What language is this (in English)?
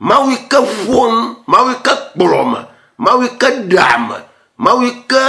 Ewe